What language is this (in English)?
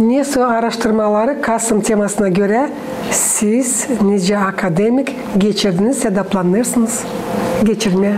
Gagauz